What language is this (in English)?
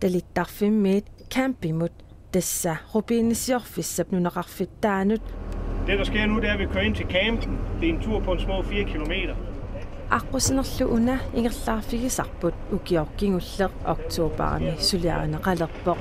Kalaallisut